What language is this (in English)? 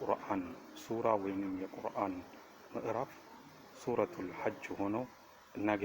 Amharic